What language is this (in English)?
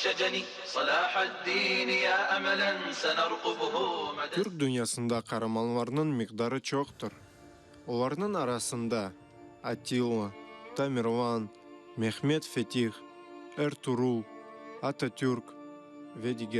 Crimean Tatar